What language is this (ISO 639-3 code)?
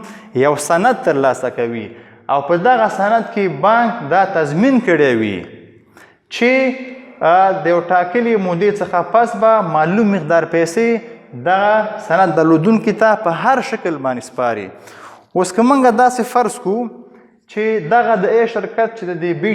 pus